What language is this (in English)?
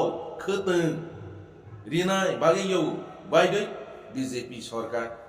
Kok Borok